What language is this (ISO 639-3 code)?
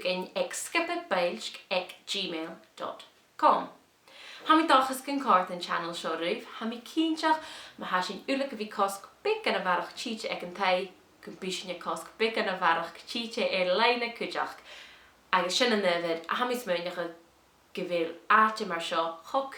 gla